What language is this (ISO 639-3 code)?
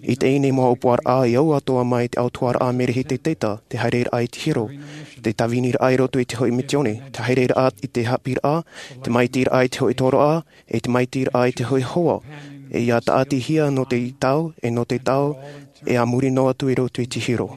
tah